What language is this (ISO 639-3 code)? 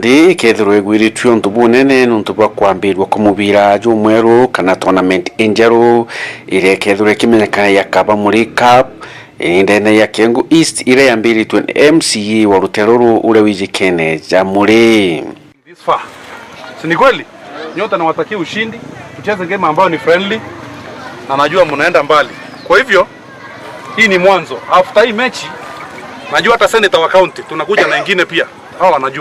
mer